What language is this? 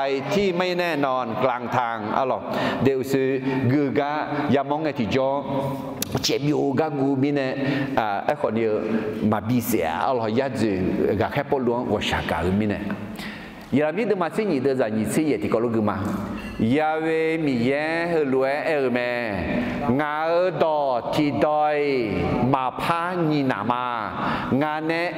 Akha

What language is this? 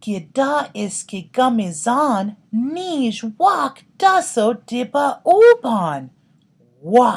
Chippewa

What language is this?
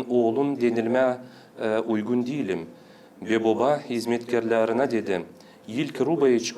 Gagauz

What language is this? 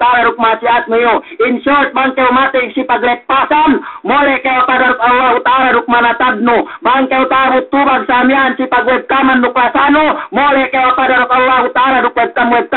Yakan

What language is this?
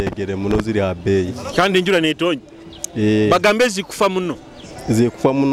Nyoro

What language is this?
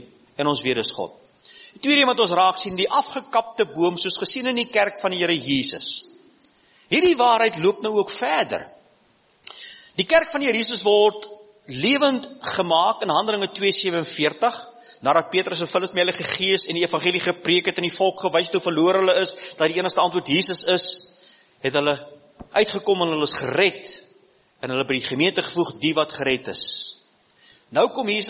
Afrikaans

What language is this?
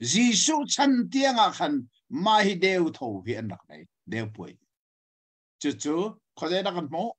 Hakha Chin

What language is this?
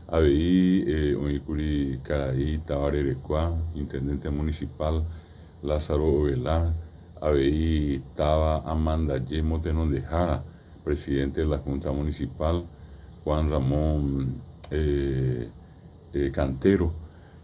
Guarani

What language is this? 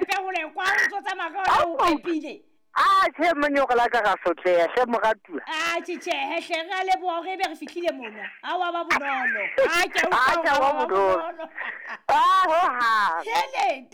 Southern Sotho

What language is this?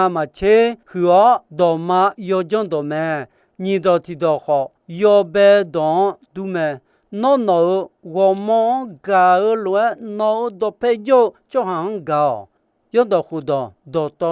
Akha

